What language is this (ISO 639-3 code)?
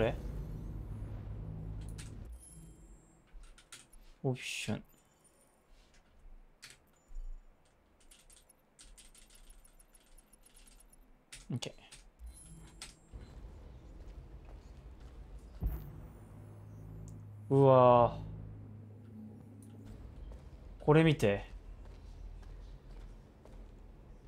jpn